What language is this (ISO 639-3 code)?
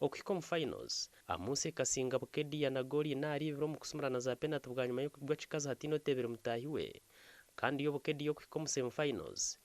nyn